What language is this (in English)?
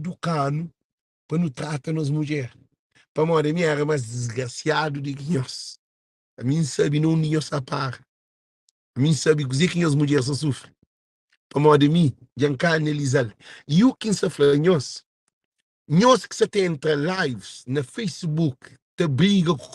Kabuverdianu